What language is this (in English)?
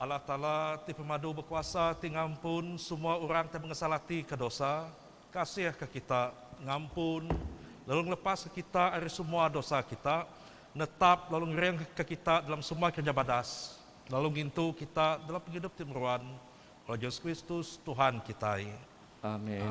Iban